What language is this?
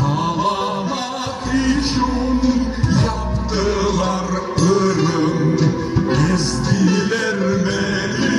Crimean Tatar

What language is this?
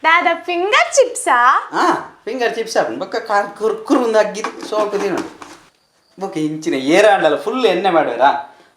Tulu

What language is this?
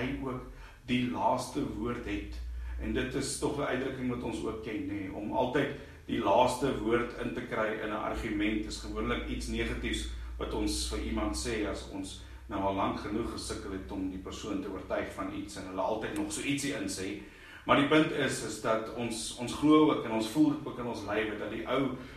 Afrikaans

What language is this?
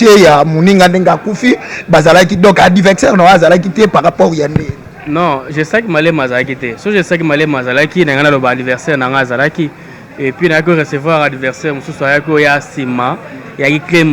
Lingala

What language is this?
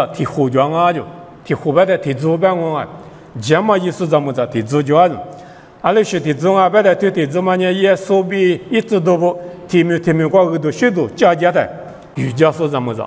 Lisu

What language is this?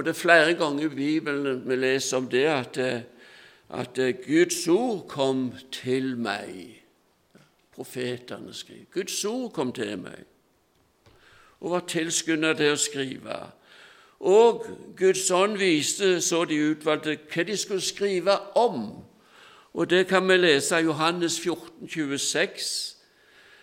Norwegian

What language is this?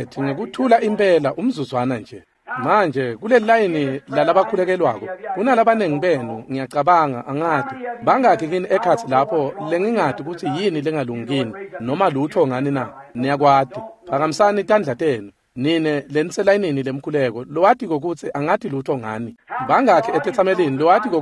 Swati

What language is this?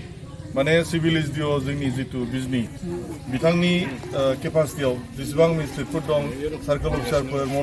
Bodo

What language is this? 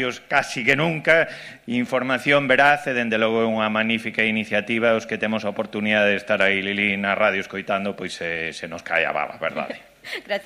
Galician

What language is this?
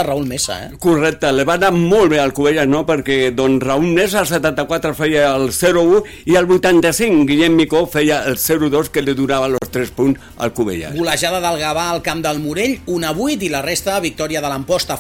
Catalan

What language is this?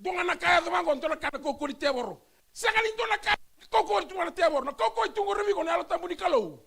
Fijian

